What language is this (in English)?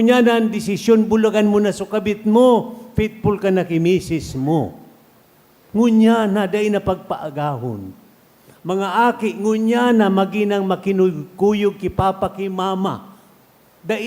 Bikol